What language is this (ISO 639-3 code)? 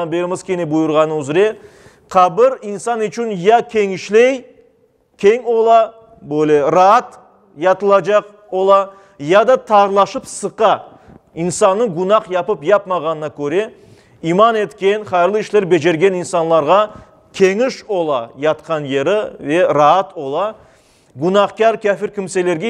crh